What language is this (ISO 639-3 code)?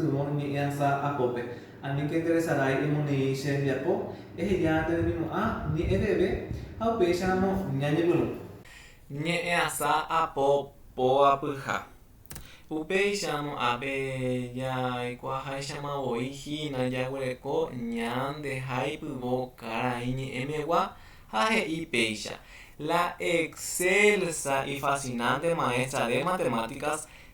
grn